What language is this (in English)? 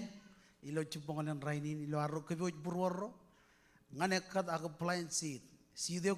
Marshallese